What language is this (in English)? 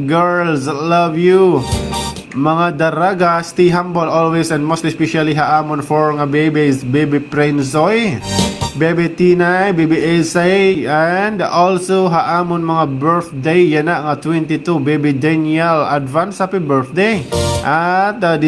Waray